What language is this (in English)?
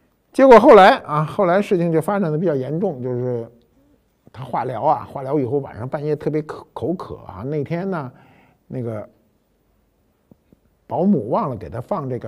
Chinese